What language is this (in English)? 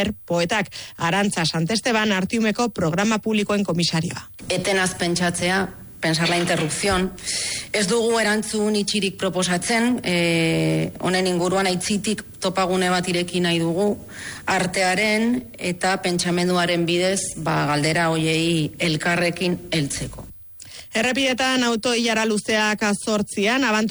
Basque